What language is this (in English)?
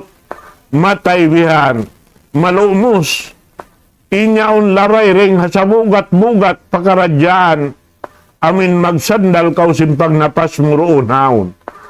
Tausug